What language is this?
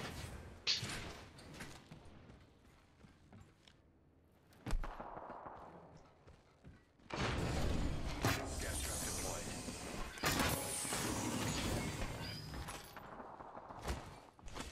Croatian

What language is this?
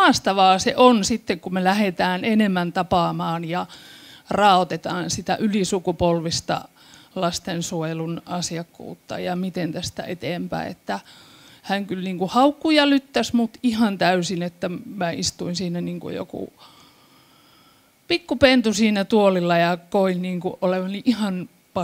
Finnish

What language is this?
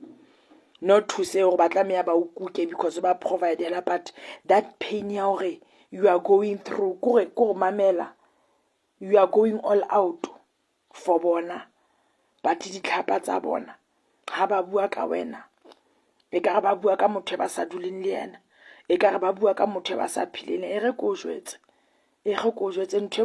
Southern Sotho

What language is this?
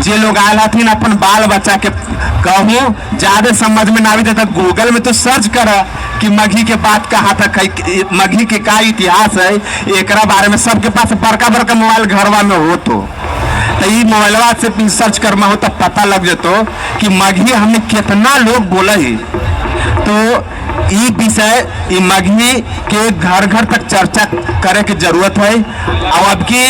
Magahi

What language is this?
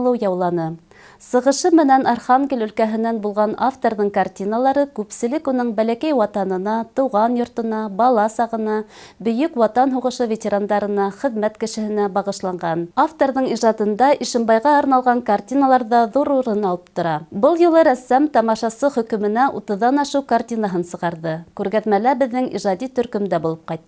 Bashkir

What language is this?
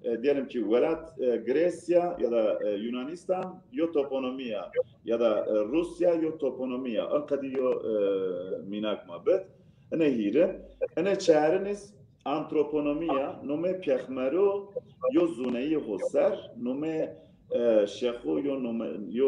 Zaza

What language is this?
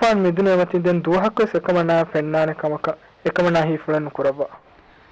Divehi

